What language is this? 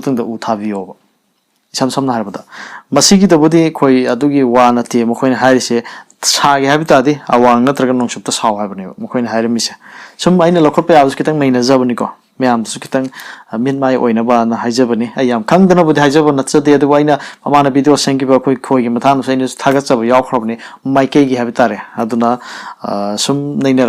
Manipuri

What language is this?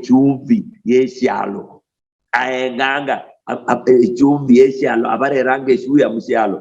Luyia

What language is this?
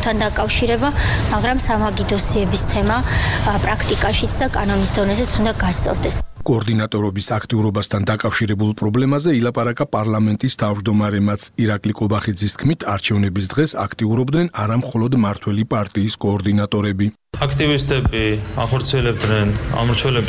Georgian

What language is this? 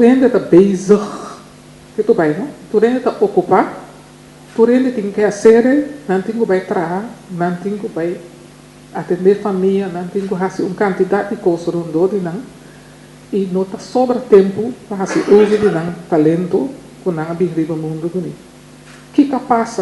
Papiamento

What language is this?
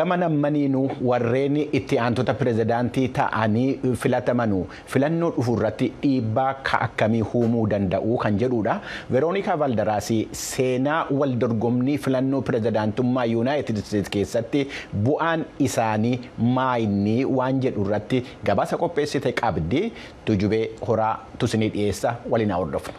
Oromo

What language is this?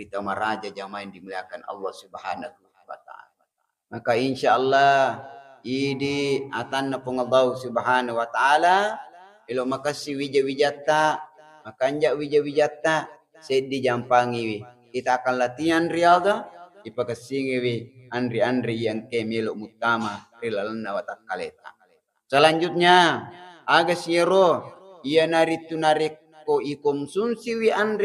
Buginese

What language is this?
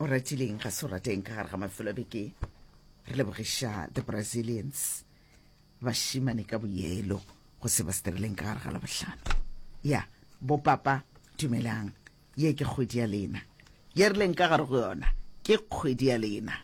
Northern Sotho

